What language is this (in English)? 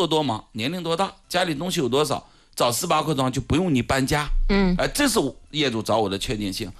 Chinese